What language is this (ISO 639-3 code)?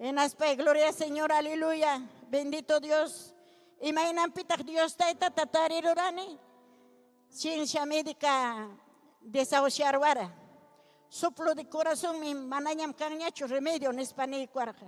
quy